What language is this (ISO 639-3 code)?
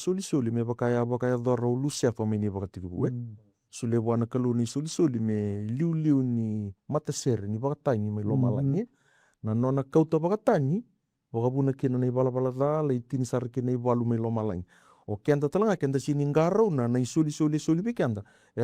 fij